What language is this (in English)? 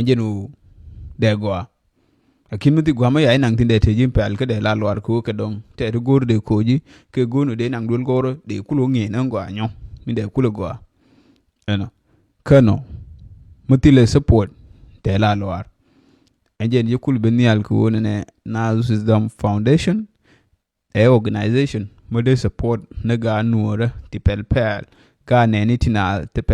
Nuer